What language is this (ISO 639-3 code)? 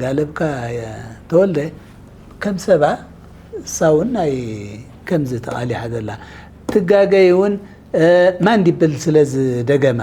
tir